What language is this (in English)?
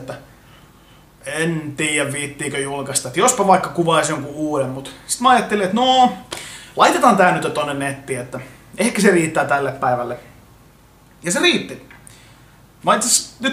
Finnish